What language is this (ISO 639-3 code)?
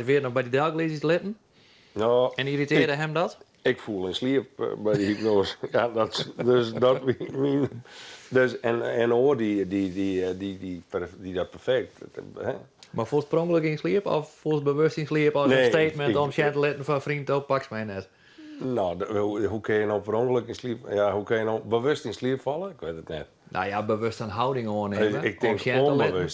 fry